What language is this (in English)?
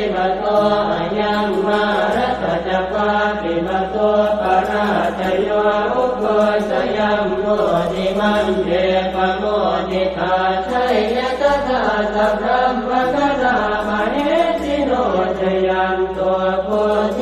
Pali